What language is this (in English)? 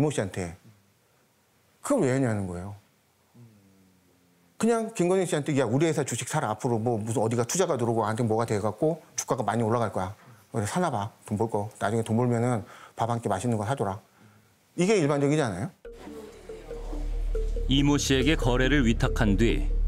Korean